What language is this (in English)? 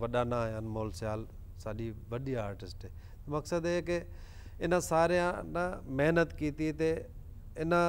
Saraiki